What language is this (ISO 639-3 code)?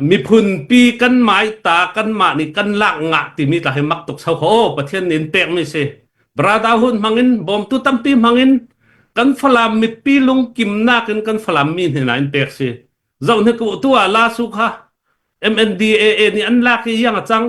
cfm